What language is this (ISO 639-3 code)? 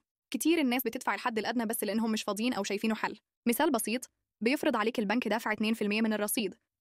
arz